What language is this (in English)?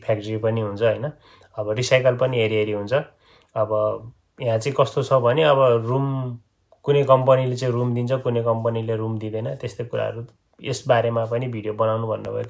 Nepali